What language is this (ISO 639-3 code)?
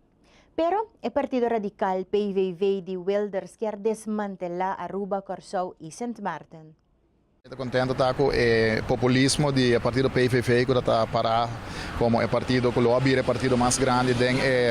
pap